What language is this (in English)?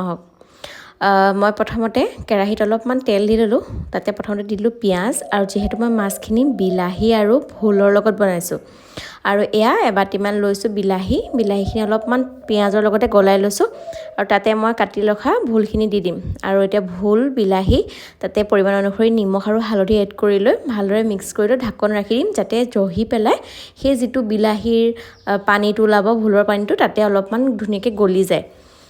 Assamese